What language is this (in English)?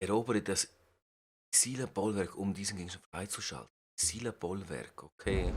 Swiss German